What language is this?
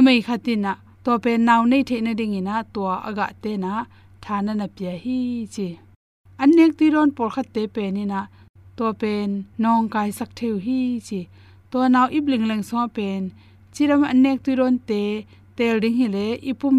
Tedim Chin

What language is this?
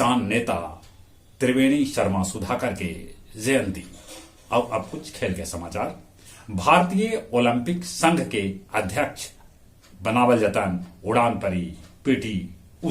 Magahi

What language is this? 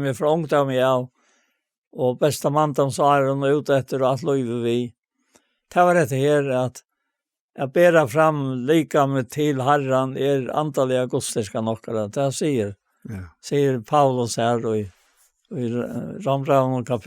Faroese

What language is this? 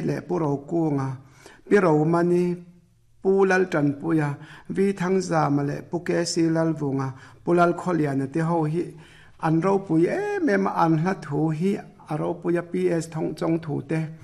Mizo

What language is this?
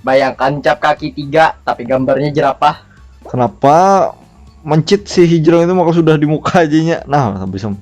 Banjar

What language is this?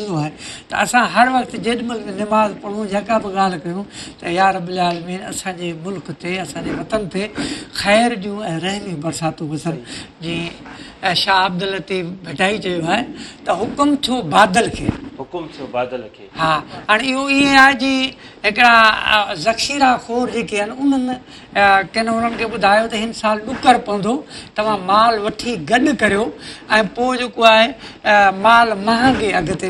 Sindhi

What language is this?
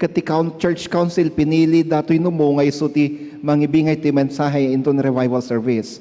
Iloko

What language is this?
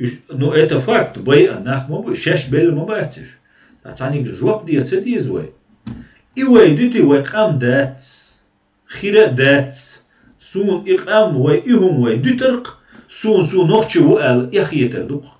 Chechen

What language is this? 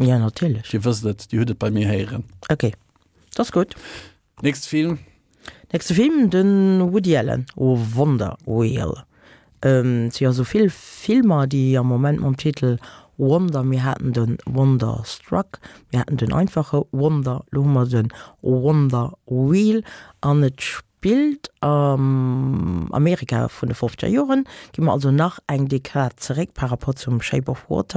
Luxembourgish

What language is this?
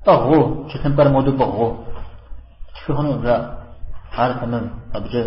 Kabardian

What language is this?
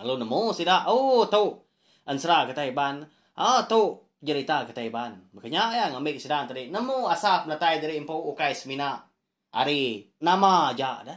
Iban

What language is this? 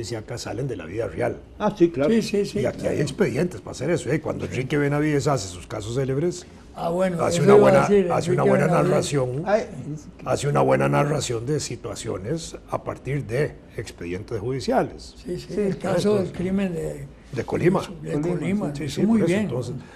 Spanish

